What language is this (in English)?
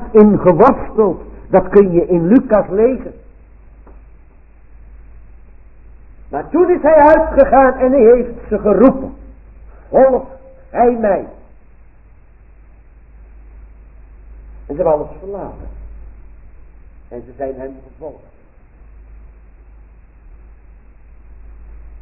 Dutch